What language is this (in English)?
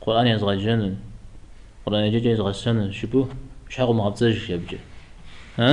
Kabardian